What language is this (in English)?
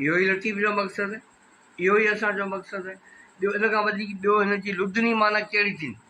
Sindhi